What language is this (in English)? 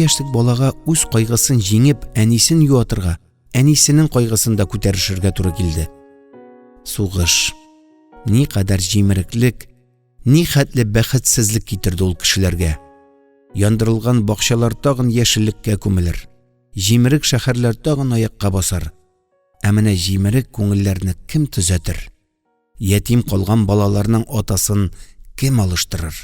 Tatar